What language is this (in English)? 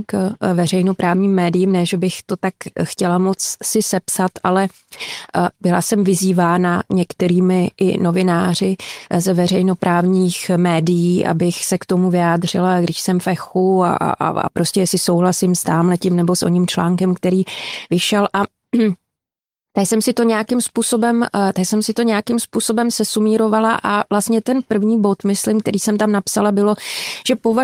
Czech